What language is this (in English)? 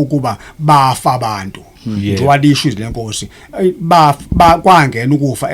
Zulu